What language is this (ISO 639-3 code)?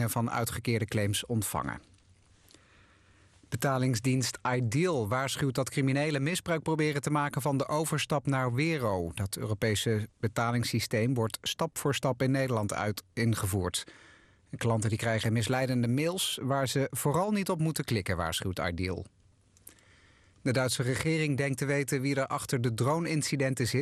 nld